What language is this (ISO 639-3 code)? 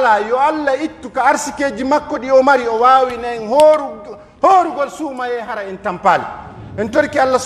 fuf